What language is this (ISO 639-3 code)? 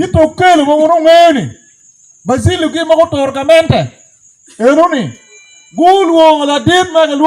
ach